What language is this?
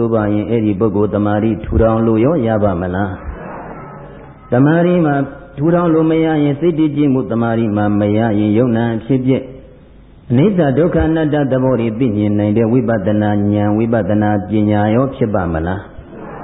Burmese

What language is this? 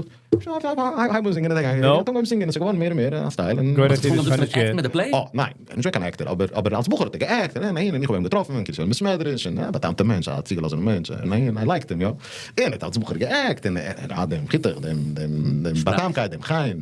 Yiddish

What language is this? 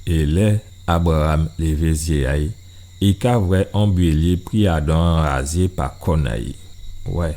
Guadeloupean Creole French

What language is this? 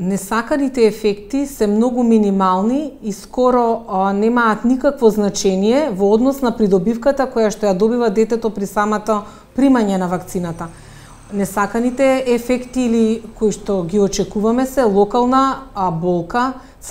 Macedonian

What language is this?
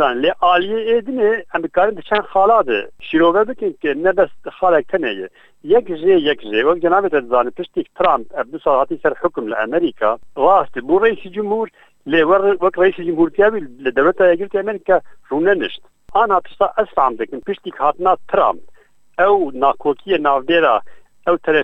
Kurdish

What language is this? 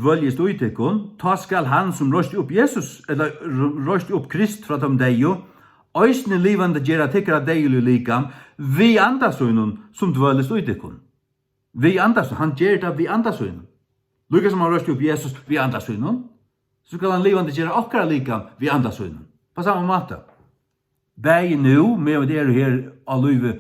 Faroese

